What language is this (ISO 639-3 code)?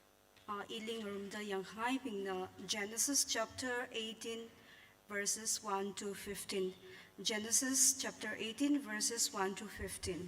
nmf